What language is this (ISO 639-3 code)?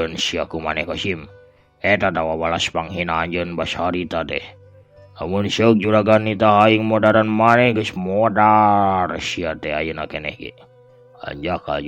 sun